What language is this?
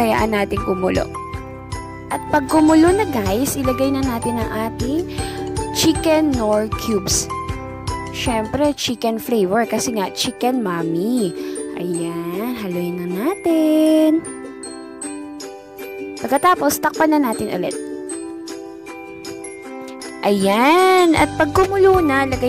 Filipino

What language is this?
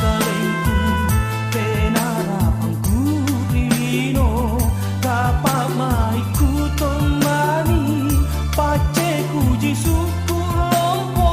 Makasar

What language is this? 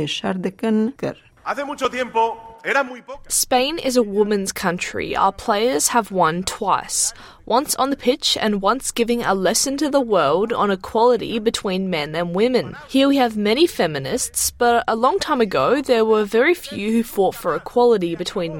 Kurdish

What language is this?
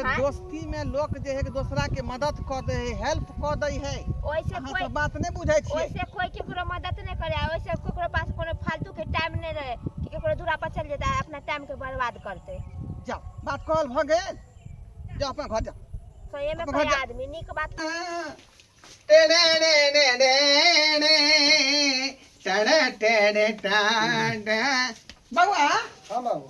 Maithili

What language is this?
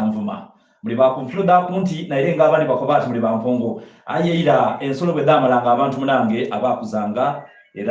Soga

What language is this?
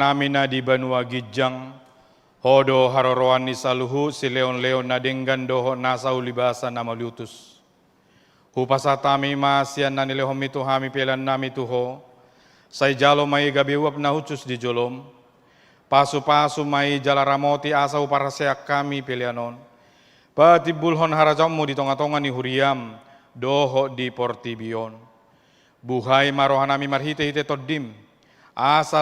Batak Toba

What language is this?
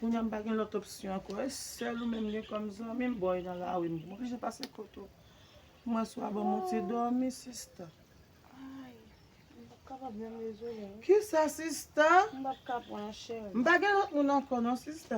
Haitian Creole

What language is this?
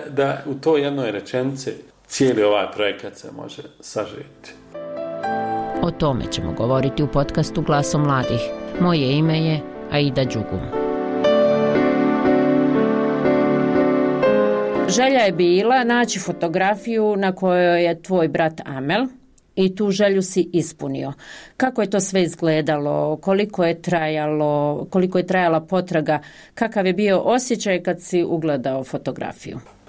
Bosnian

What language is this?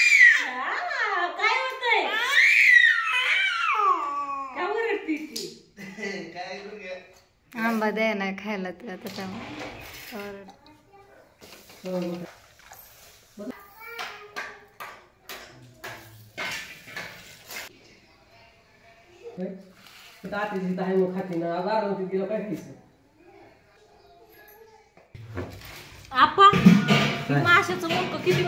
Marathi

